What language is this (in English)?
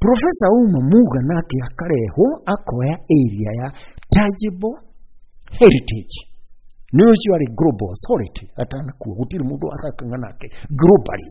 Kikuyu